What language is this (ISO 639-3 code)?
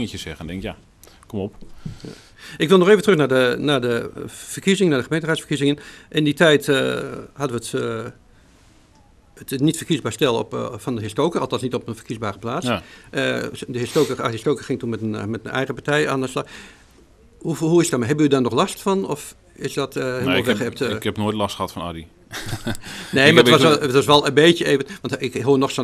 nld